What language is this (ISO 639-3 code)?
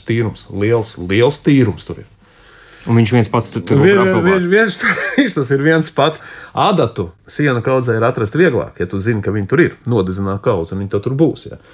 lav